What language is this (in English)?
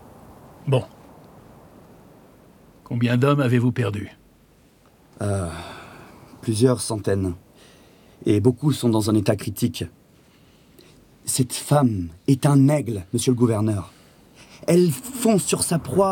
French